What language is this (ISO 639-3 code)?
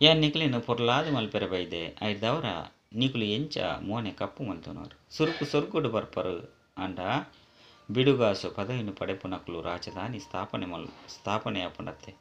tcy